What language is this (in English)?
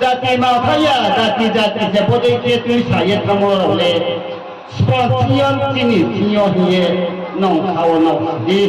Riang (India)